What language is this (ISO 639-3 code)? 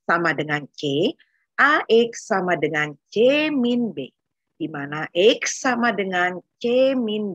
ind